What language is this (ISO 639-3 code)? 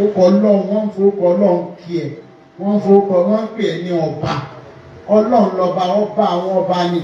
yor